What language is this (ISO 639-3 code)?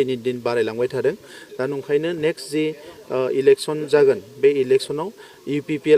brx